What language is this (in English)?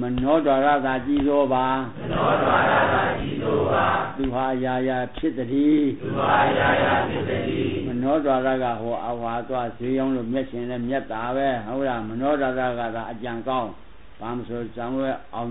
Burmese